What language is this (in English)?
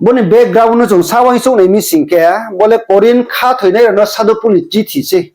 Riang (India)